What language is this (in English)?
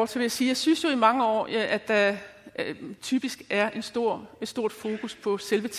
Danish